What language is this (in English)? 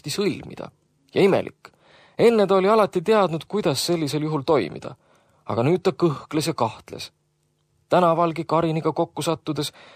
Estonian